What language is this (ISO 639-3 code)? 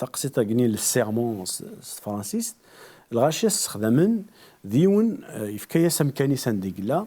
kab